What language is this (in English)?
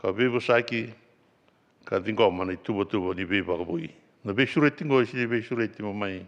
Fijian